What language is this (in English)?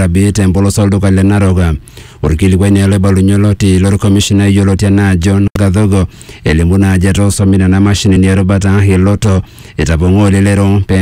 Masai